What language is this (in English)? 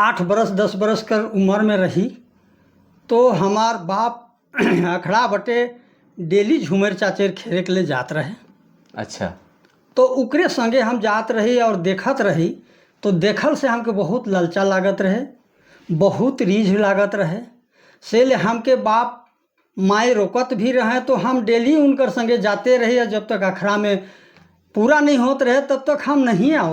Sadri